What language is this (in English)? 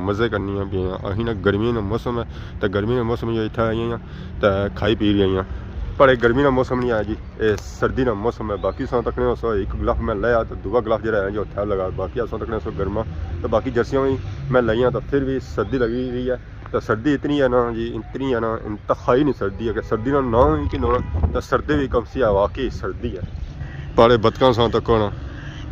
Pahari-Potwari